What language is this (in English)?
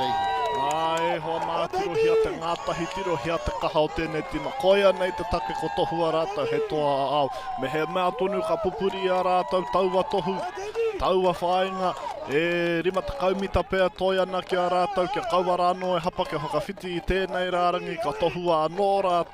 Māori